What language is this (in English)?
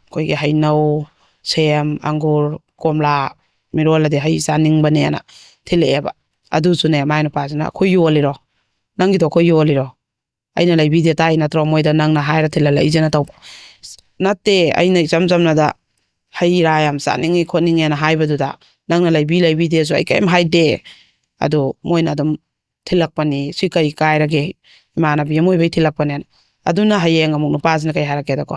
Manipuri